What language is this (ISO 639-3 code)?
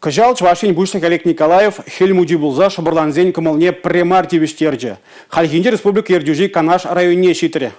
chv